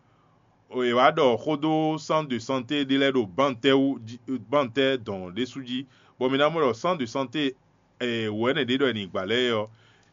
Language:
Fon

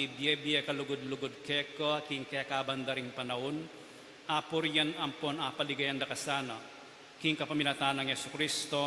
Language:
Pampanga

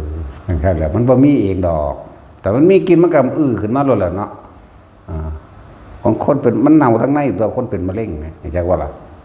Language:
Northeastern Thai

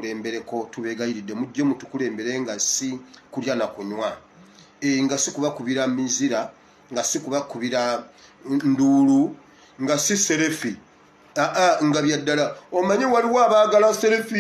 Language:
Ganda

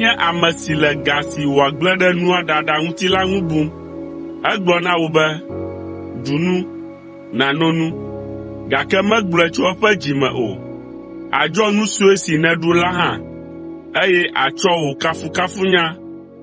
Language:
Ewe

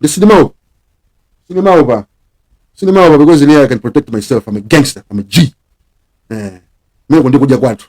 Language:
Nyanja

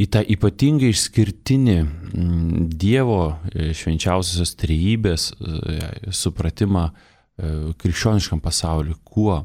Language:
Lithuanian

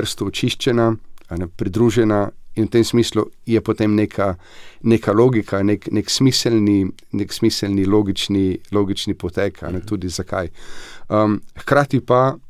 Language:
Slovenian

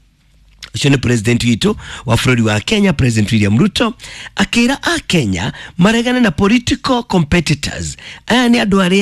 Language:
Kikuyu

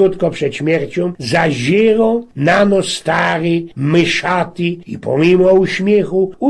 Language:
Silesian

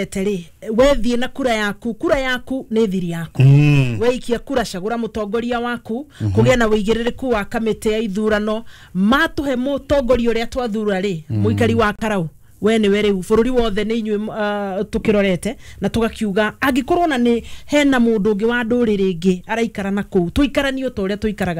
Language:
Kikuyu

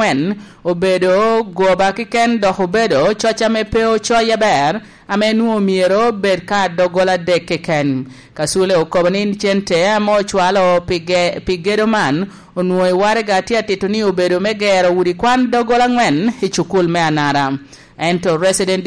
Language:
Lango (Uganda)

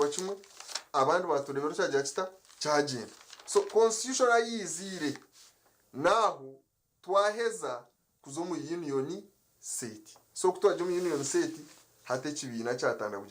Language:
Nyankole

